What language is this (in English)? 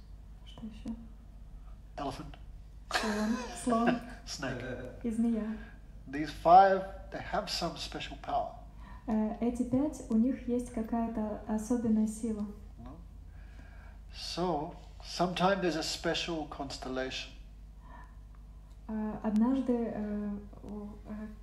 Russian